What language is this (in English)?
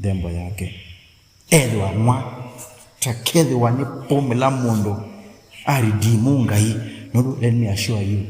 Kamba